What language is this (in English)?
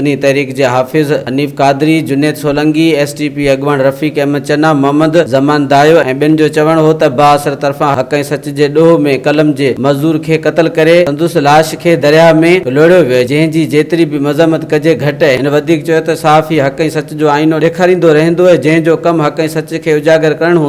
Sindhi